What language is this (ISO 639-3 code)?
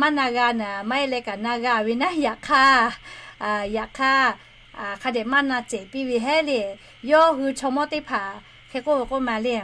lhu